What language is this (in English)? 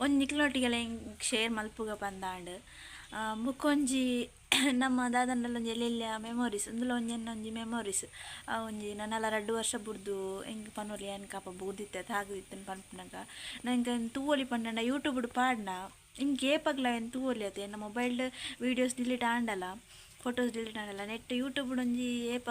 Tulu